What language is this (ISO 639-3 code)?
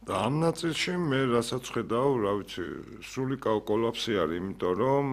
kat